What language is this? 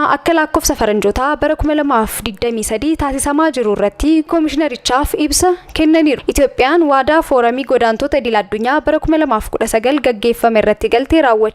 Oromo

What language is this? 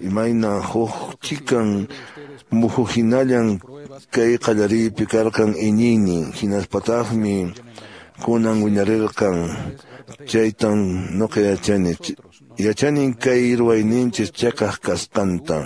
Quechua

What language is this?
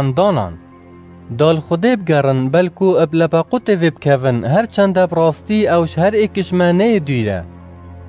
Kurdish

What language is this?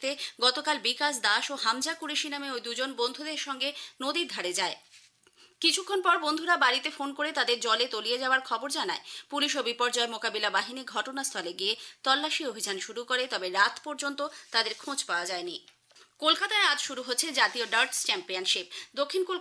Bangla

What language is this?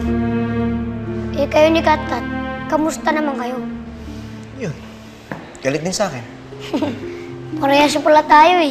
Filipino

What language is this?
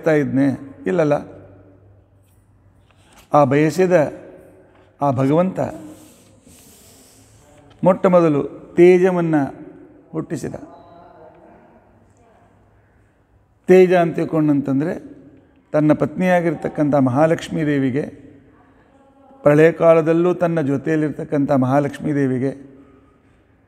Kannada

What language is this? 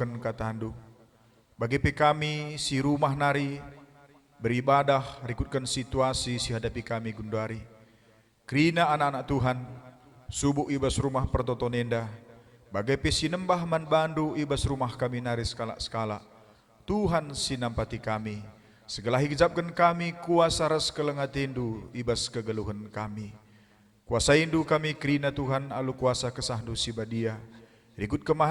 Batak Karo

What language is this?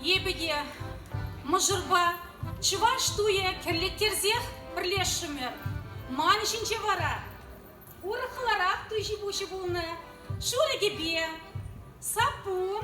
Chuvash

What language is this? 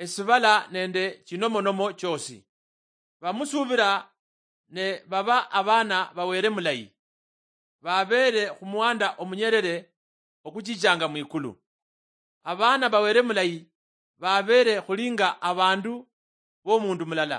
Luyia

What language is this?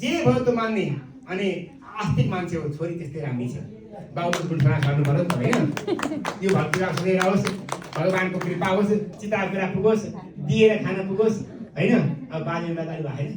Nepali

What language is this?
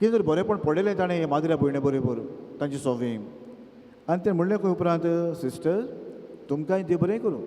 Konkani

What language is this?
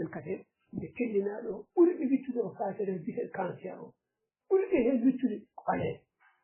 Fula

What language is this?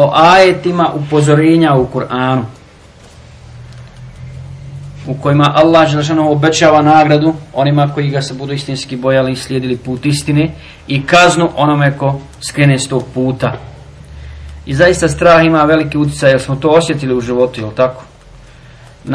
Bosnian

